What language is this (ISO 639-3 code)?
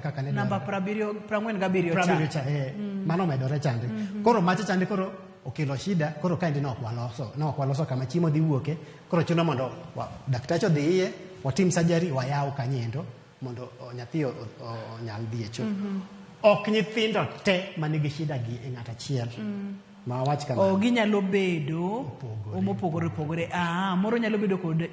luo